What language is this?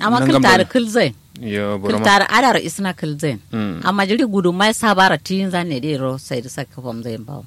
Kanuri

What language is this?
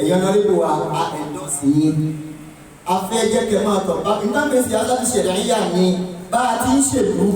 Yoruba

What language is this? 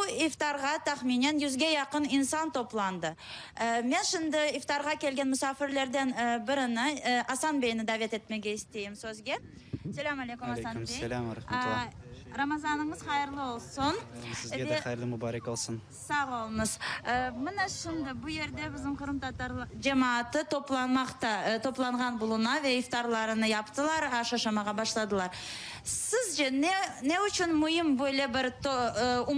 Crimean Tatar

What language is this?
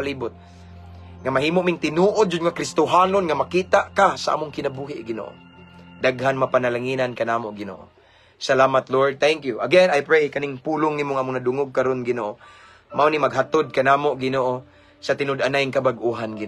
Cebuano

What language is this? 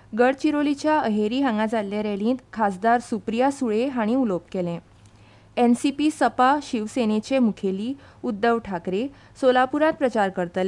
Konkani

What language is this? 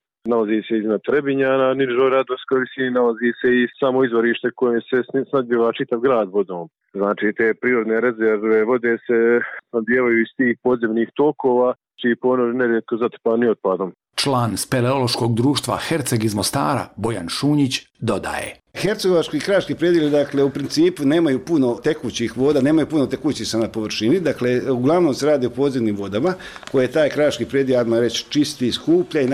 Bosnian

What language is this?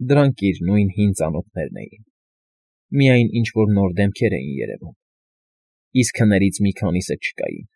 Armenian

